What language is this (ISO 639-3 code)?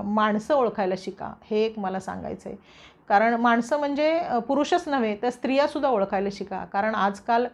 mar